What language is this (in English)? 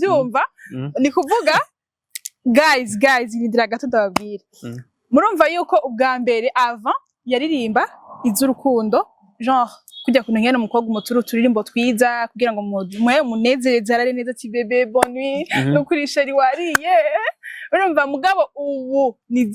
Rundi